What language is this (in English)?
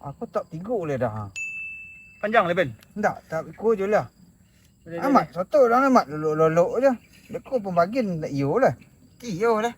Minangkabau